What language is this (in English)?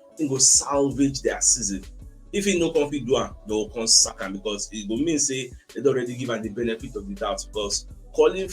Nigerian Pidgin